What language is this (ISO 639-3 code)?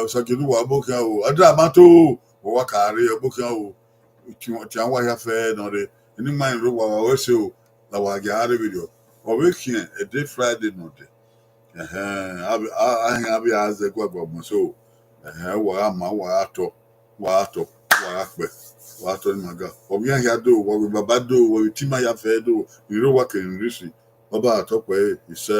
bin